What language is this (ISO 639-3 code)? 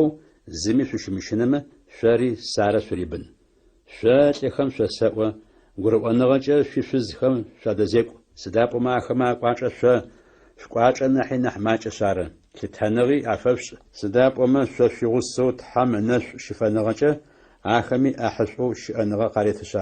ady